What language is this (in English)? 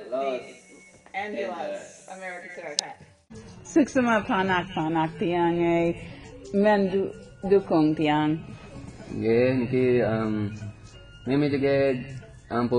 Balinese